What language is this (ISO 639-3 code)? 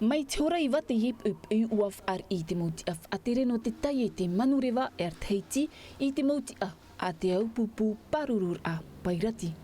tah